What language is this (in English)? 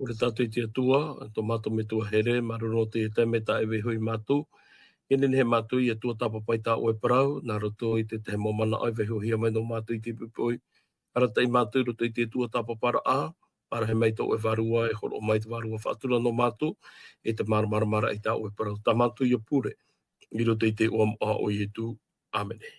Tahitian